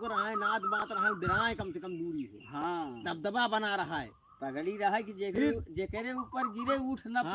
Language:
Awadhi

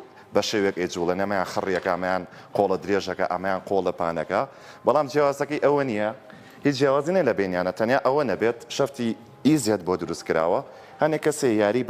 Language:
Central Kurdish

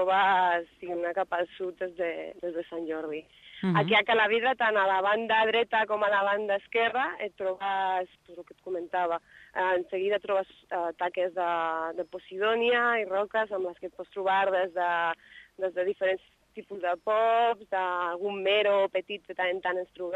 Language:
Catalan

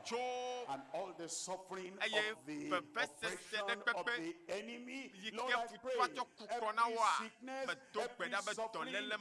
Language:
Ewe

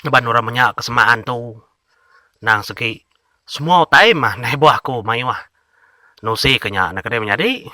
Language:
Iban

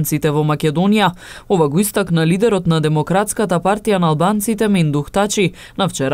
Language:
Macedonian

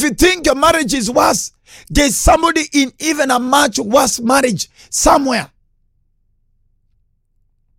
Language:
Swahili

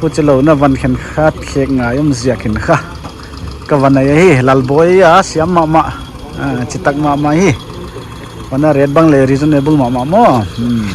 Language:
Paite Chin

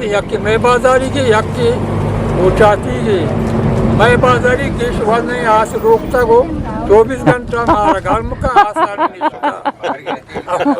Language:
Eastern Balochi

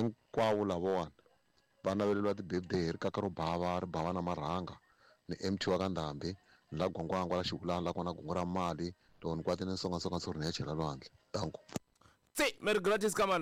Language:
Tsonga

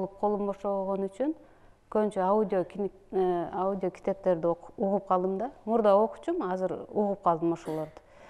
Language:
Kyrgyz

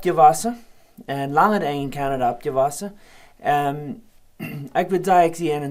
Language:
Plautdietsch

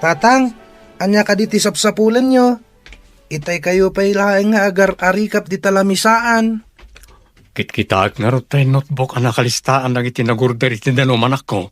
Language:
Iloko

